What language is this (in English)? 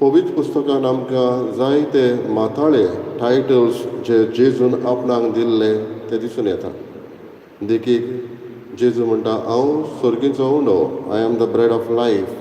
Konkani